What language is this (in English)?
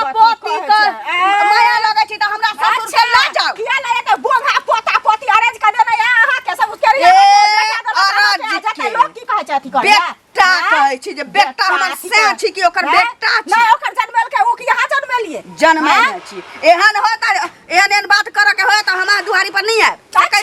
Maithili